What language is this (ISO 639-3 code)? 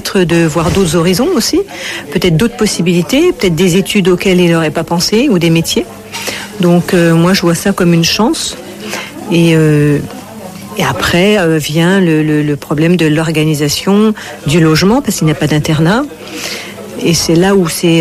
fra